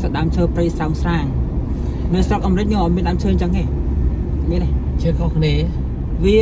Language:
Khmer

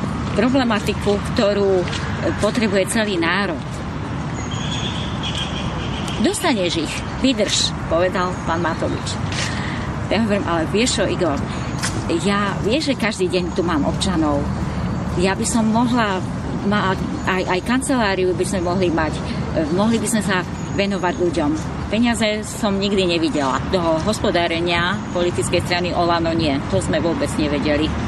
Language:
Slovak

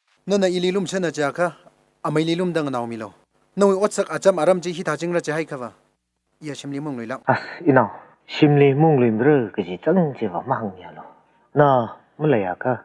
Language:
Tangkhul Naga (India)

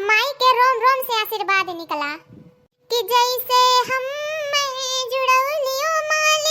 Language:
Awadhi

